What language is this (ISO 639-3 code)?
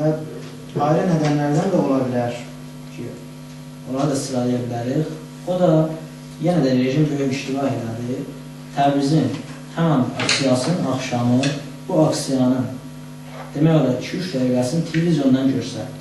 azb